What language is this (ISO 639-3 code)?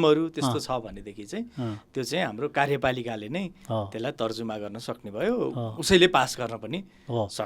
nep